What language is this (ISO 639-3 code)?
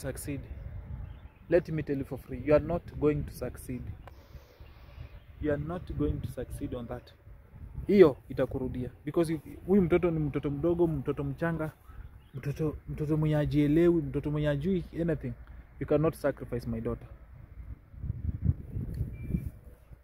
swa